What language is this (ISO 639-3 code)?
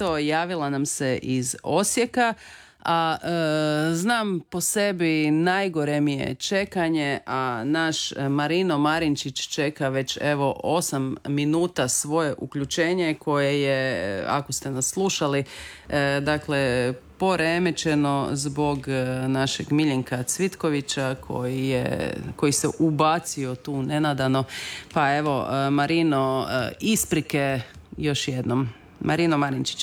hrv